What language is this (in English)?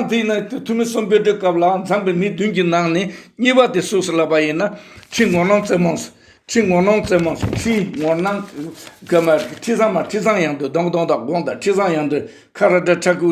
Tibetan